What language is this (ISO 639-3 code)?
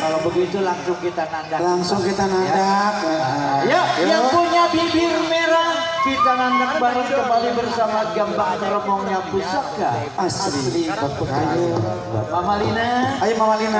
bew